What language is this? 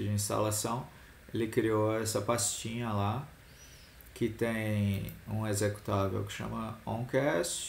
Portuguese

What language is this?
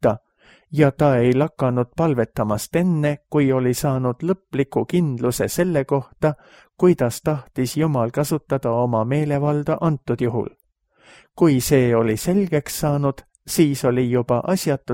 Estonian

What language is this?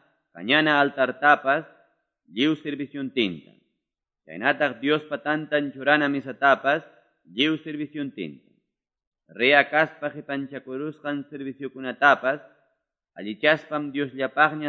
Quechua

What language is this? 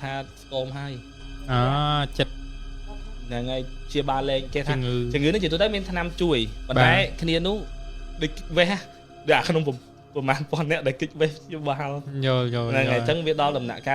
Khmer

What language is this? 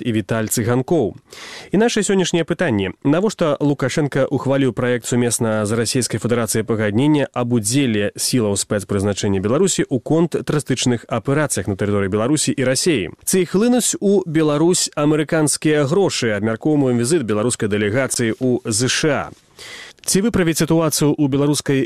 Belarusian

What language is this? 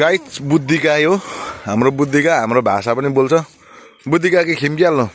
Nepali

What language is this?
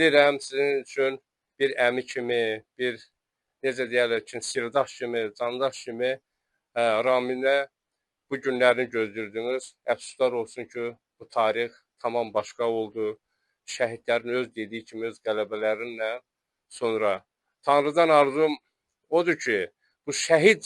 Azerbaijani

